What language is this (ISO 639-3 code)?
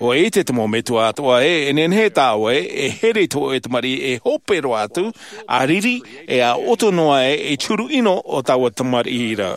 tah